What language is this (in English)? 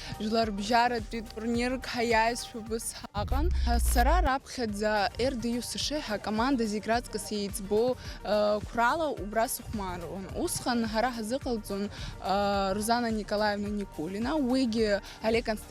Abkhazian